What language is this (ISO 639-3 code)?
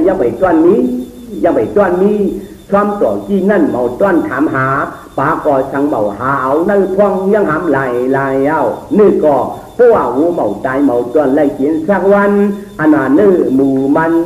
shn